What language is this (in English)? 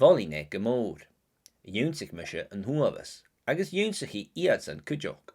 Scottish Gaelic